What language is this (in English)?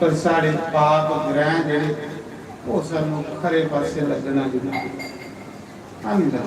Dogri